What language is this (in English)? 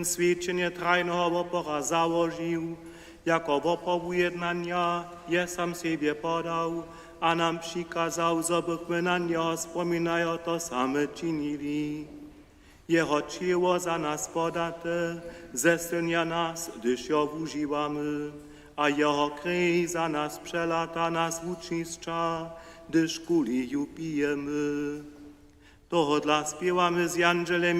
Upper Sorbian